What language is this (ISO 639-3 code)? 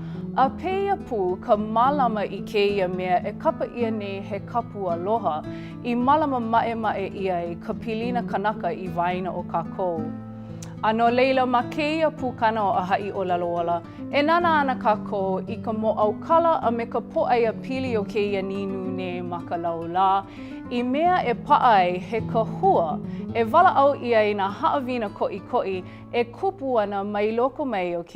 haw